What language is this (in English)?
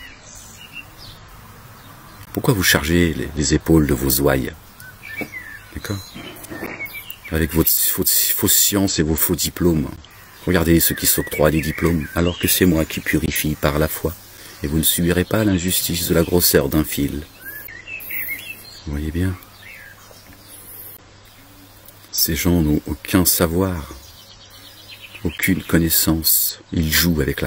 French